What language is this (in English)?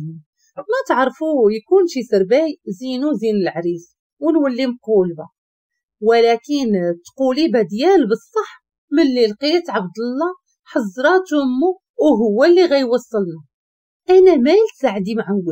Moroccan Arabic